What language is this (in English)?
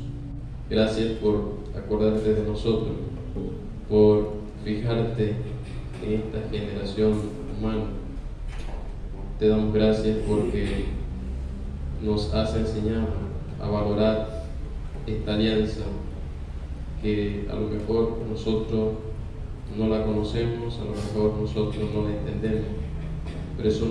Spanish